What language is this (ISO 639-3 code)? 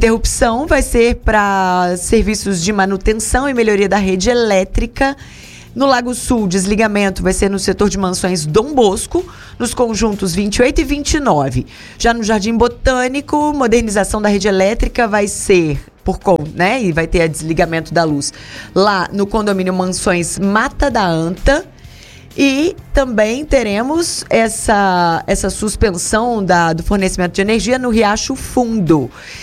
por